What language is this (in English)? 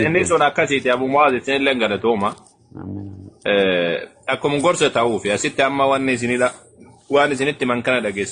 Oromo